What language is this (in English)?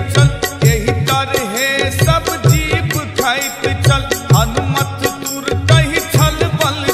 Maithili